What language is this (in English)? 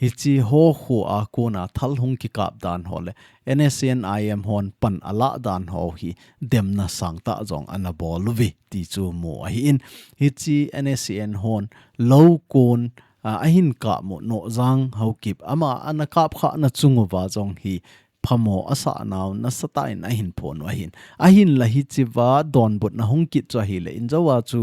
Thado Chin